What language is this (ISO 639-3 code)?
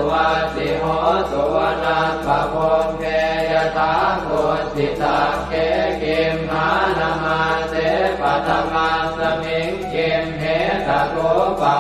pli